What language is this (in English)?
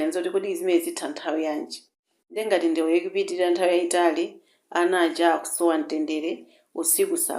Nyanja